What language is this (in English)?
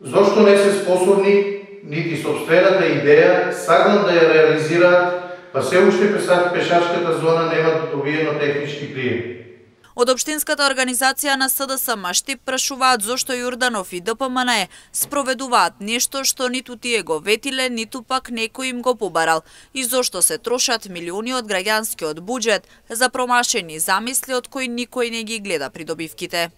Macedonian